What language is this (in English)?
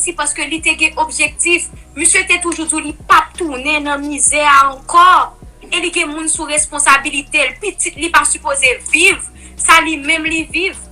Haitian Creole